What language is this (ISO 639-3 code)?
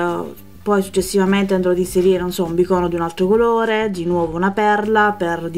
ita